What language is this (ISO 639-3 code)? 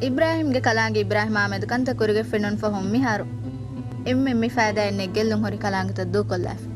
div